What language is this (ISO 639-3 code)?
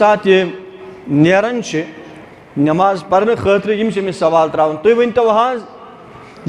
kas